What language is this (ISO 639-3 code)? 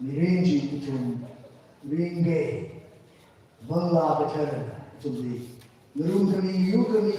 nmf